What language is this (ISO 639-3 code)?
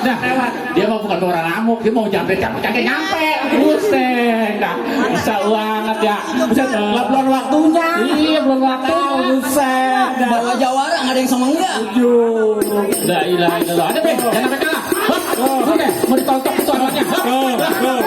bew